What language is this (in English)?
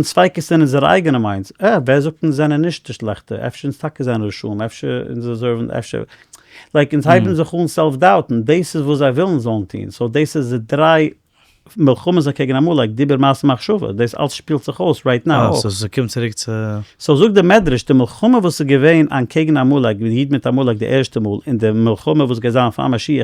Yiddish